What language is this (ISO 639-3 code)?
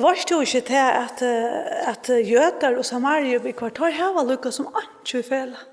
fao